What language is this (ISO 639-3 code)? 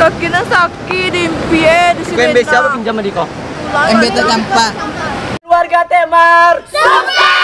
min